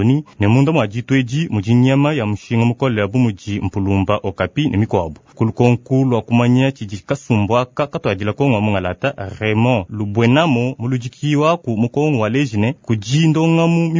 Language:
Luba-Lulua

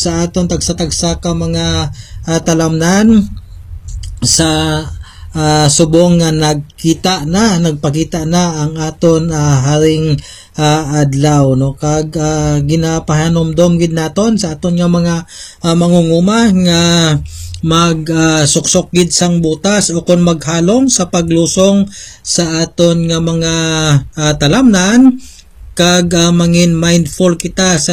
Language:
Hiligaynon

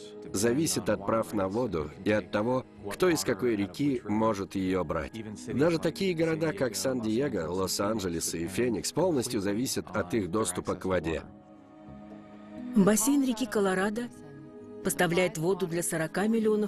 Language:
Russian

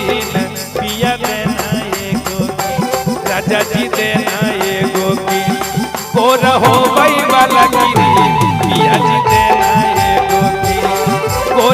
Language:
Magahi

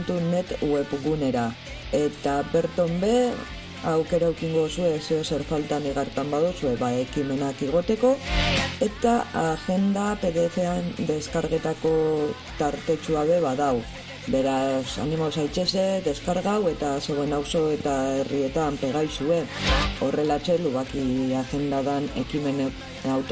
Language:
Basque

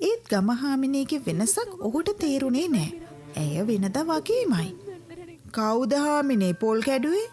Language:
Sinhala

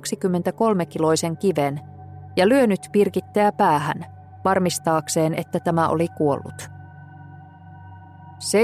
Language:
Finnish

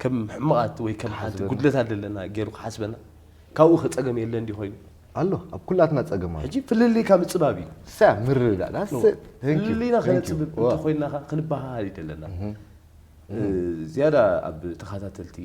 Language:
Tigrinya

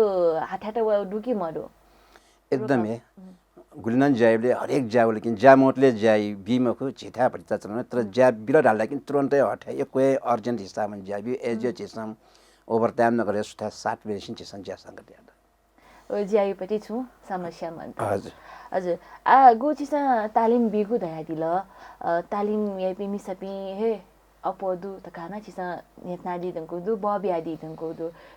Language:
Newari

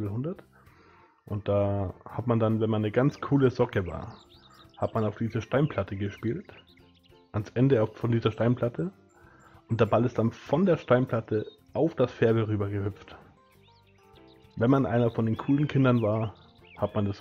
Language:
German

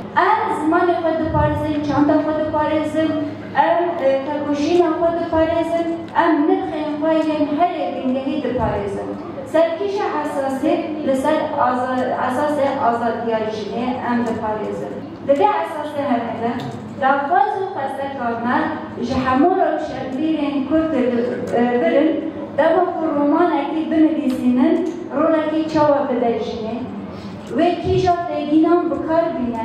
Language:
Kurdish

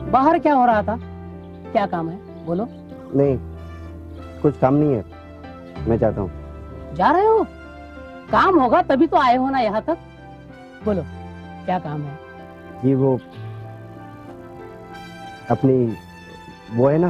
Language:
Hindi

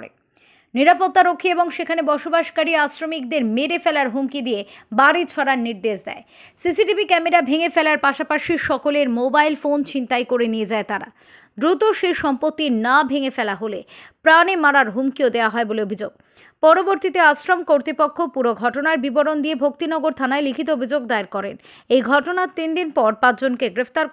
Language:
Bangla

